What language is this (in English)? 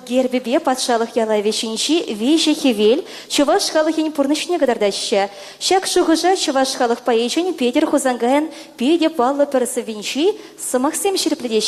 Chuvash